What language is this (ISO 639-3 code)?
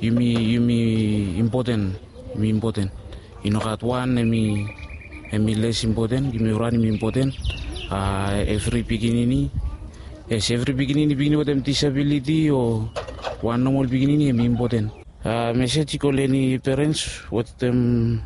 bis